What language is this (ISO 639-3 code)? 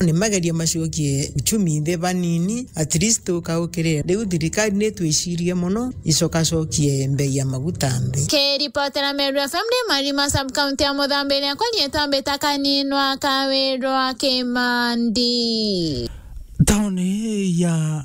mer